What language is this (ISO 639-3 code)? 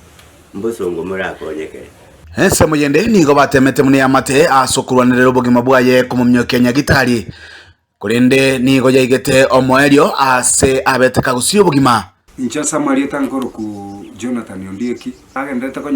guz